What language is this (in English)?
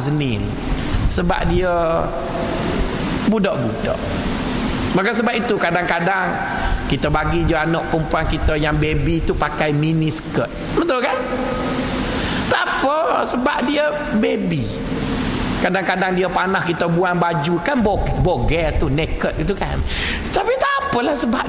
Malay